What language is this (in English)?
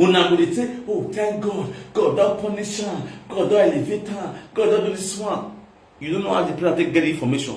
Nigerian Pidgin